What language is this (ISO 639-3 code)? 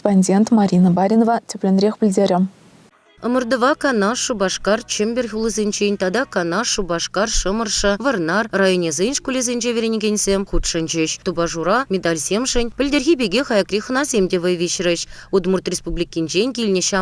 chv